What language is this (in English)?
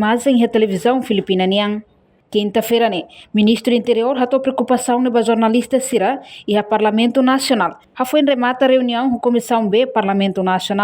Tetum